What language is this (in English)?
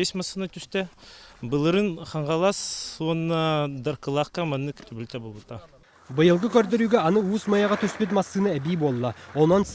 Yakut